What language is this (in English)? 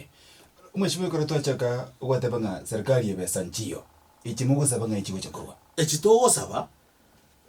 Gusii